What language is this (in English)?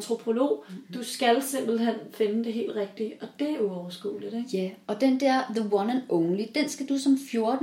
Danish